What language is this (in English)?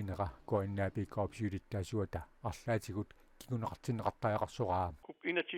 Kalaallisut